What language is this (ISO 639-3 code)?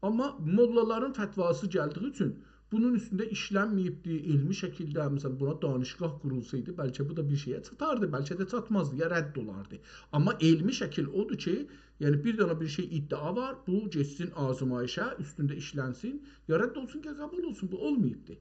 azb